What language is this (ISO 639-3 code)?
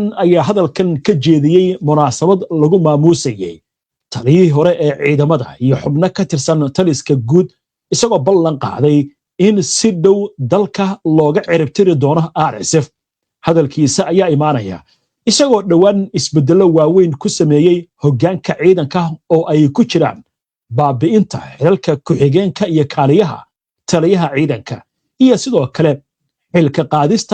som